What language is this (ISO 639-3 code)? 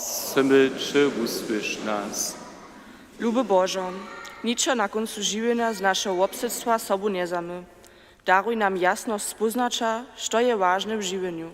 hsb